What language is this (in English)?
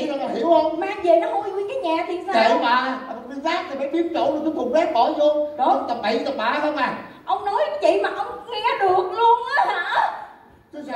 Vietnamese